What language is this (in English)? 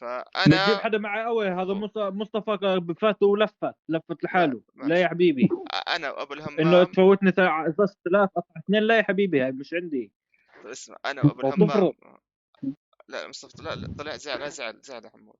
North Levantine Arabic